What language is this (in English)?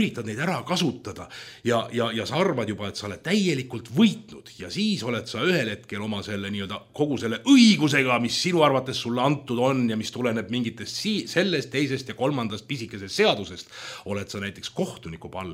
Estonian